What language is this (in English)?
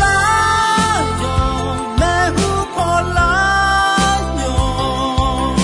Akha